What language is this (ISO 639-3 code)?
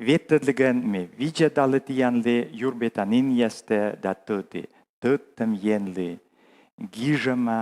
kom